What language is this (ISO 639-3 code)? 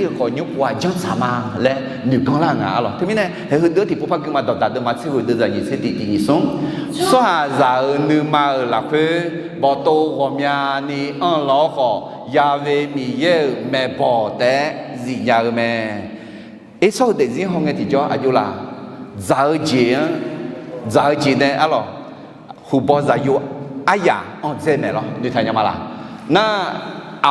ahk